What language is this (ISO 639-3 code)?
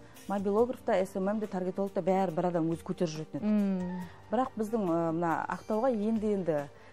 kaz